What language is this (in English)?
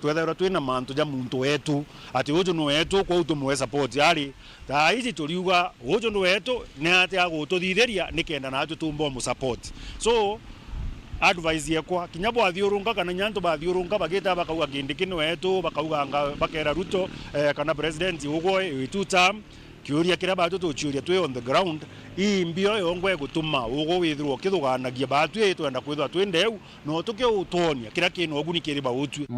Meru